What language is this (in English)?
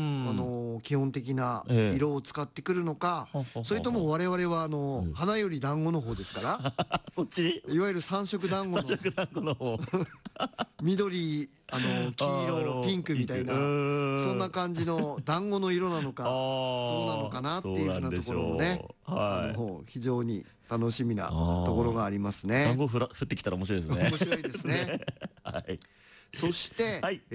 Japanese